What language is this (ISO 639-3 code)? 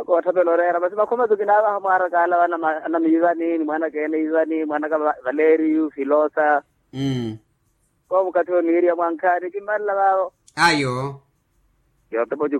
vmw